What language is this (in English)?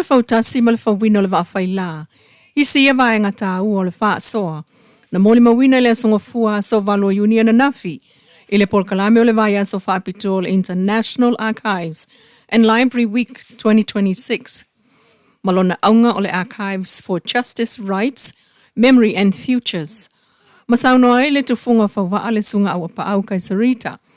Samoan